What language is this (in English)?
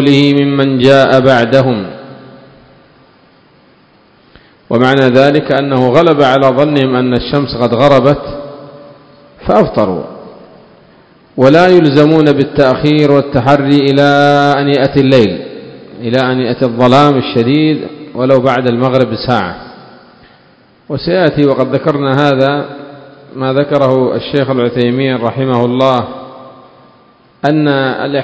Arabic